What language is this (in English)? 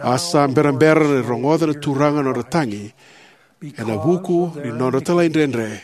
Fijian